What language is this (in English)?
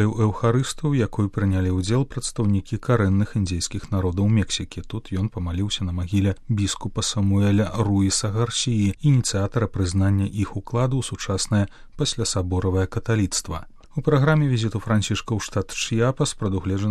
Belarusian